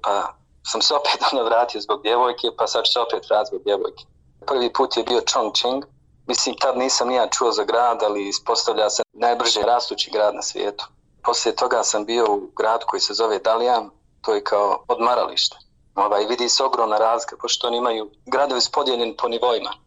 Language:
Bosnian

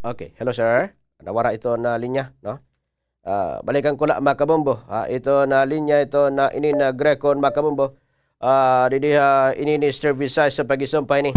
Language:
Waray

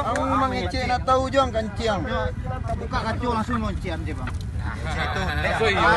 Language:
Minangkabau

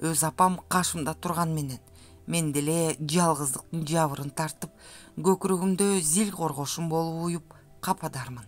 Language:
Kyrgyz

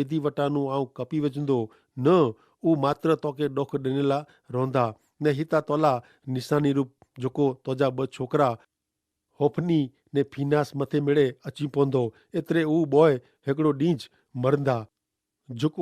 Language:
Kachhi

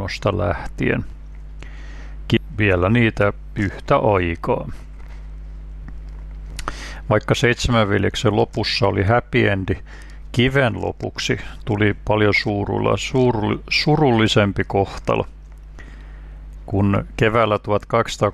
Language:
Finnish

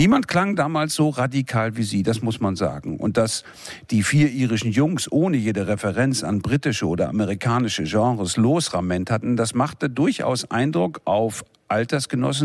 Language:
German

